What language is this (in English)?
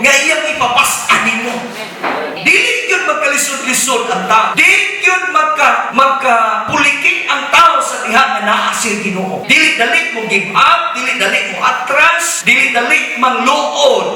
Cebuano